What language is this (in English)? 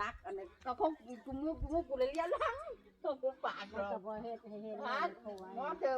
Northeastern Thai